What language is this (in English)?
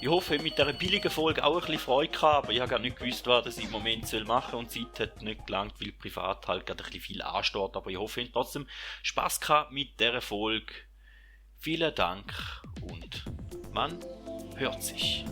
Swiss German